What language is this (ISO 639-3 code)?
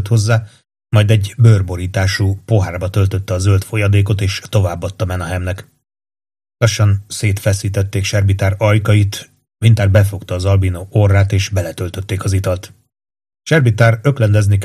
hun